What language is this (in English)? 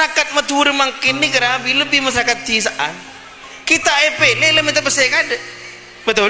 Madurese